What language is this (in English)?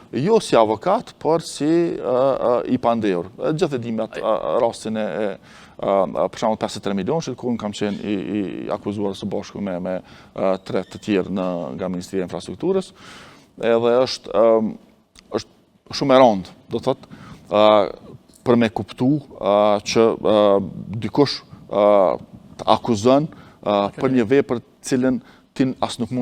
Albanian